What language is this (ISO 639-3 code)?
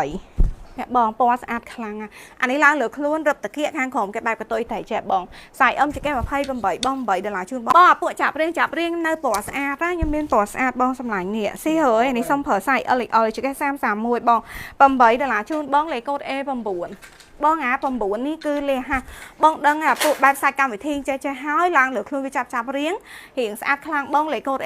khm